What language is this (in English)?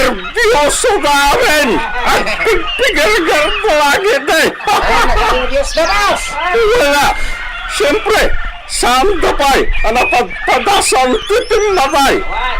Iloko